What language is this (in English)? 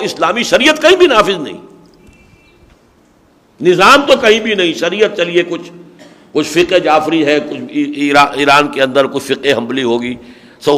Urdu